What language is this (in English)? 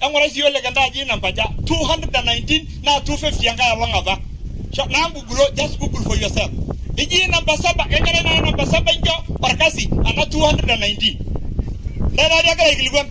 Masai